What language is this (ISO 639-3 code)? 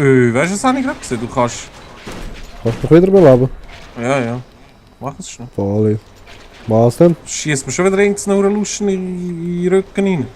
gsw